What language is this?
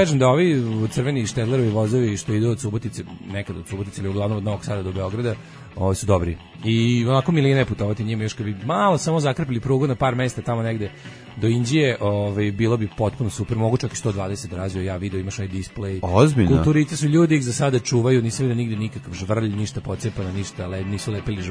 Serbian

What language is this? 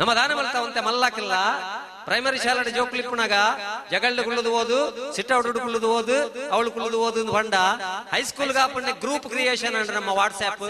Tulu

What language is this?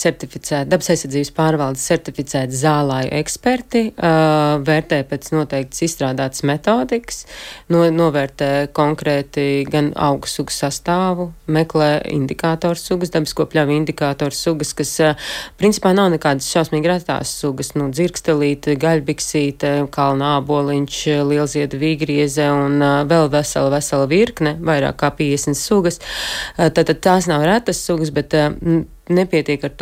Latvian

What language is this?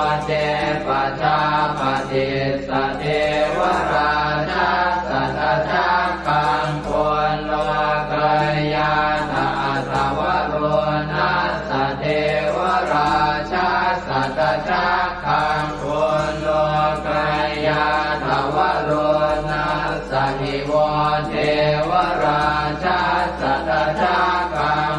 Pali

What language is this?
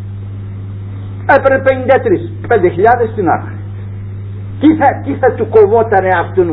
Greek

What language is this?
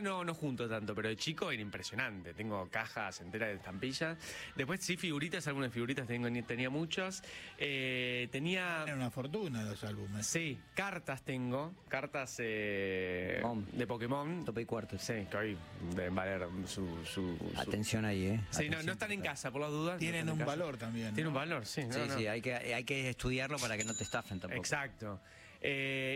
Spanish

